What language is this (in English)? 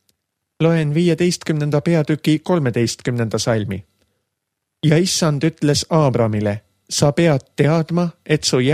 Estonian